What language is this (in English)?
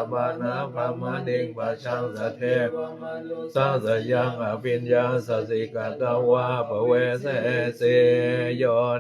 Pali